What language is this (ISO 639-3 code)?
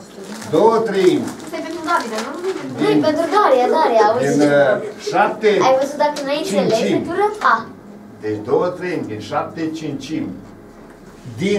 ron